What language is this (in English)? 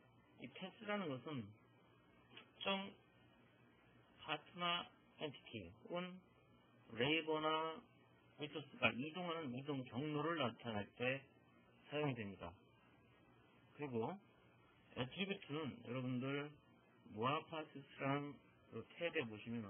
Korean